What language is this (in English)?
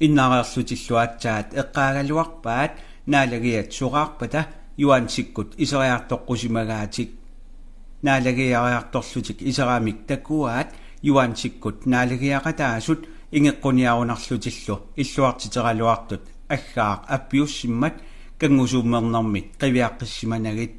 Kalaallisut